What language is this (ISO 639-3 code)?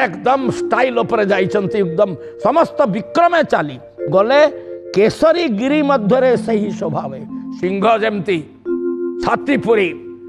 ori